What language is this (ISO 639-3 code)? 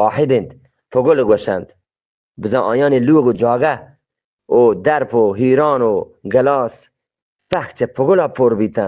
bgp